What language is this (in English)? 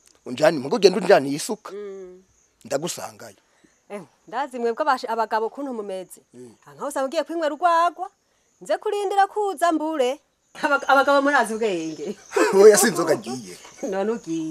Rundi